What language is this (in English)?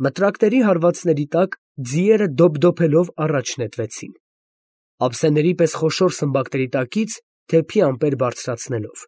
Armenian